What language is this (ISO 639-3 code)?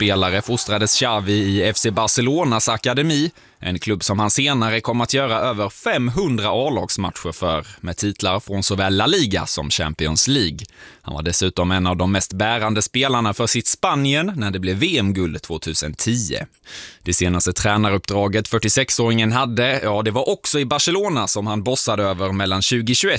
swe